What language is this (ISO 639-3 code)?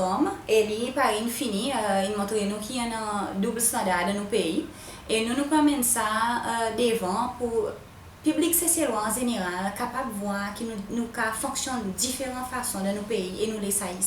crs